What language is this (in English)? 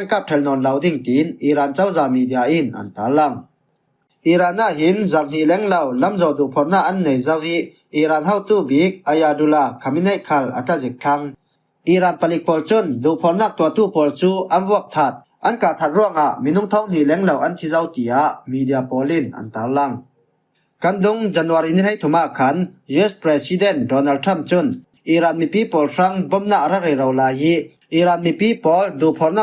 Falam Chin